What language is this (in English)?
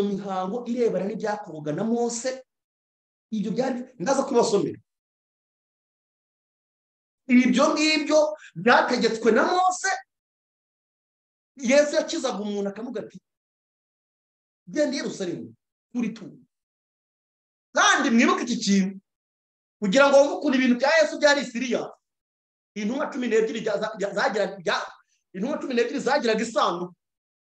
Kinyarwanda